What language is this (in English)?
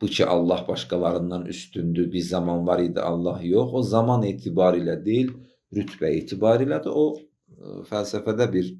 Azerbaijani